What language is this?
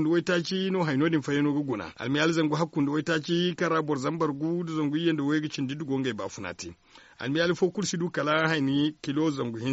Zarma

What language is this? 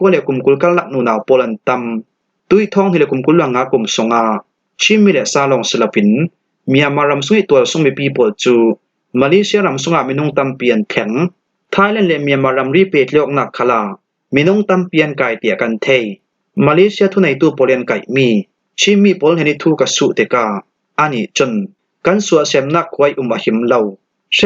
Falam Chin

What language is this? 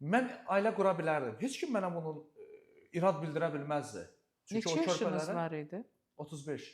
Azerbaijani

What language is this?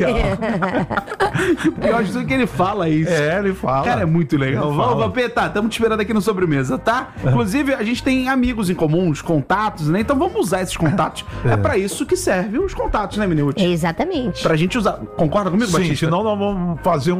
Portuguese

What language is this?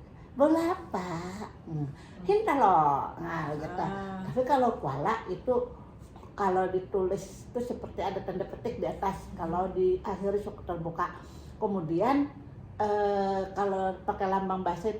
Banjar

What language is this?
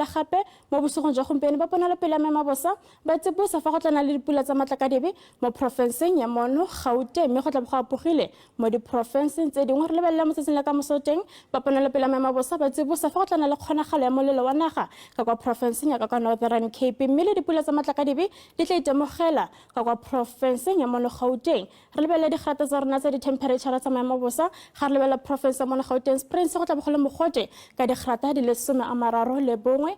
Tswana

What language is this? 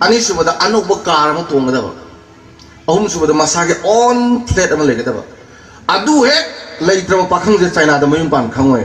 Manipuri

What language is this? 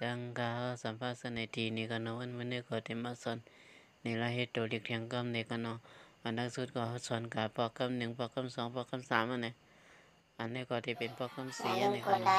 Shan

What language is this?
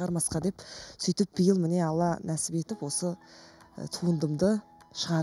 Kazakh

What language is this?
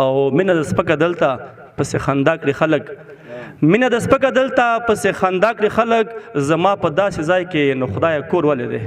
Pashto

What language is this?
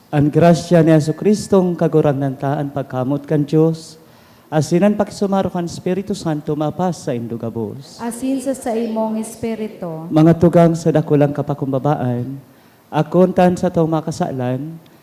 Bikol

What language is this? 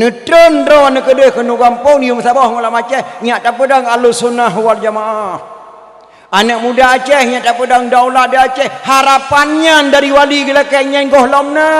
Achinese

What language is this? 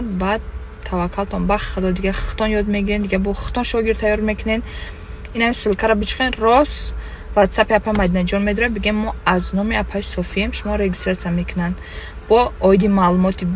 Tajik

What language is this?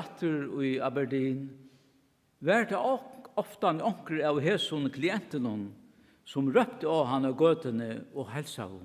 Faroese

